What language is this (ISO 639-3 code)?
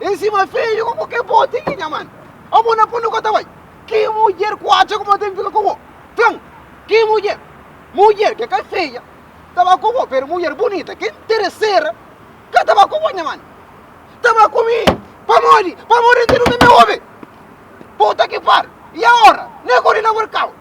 kea